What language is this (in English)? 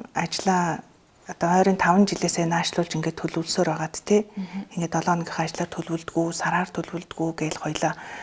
Mongolian